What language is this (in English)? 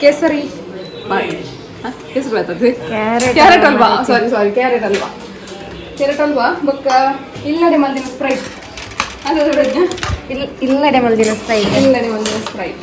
Tulu